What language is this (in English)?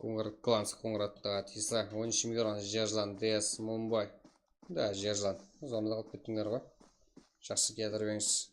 Kara-Kalpak